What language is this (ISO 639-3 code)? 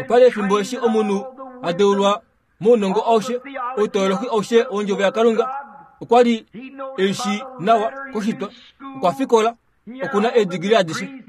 kua